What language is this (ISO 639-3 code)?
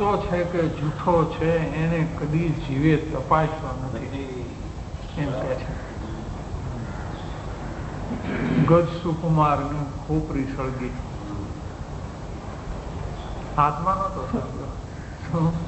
guj